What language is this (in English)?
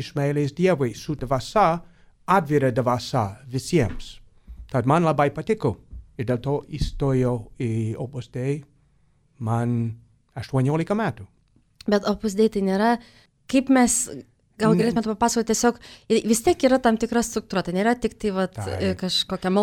Lithuanian